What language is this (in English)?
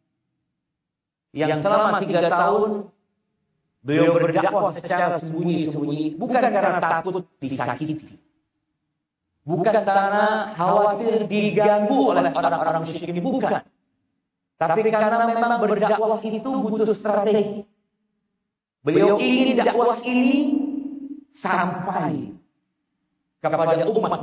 Indonesian